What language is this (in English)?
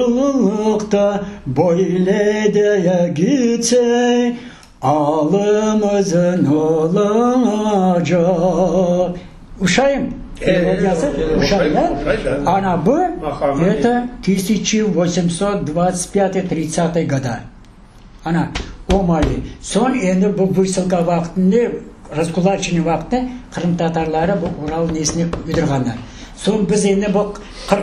Crimean Tatar